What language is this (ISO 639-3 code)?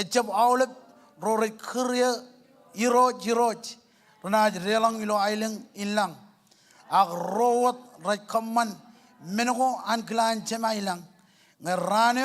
mah